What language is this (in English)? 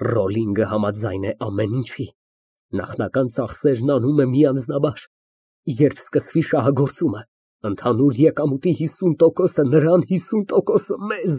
Armenian